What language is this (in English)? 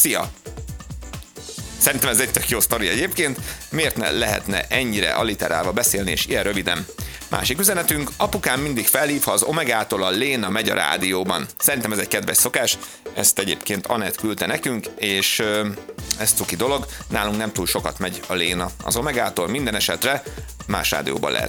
Hungarian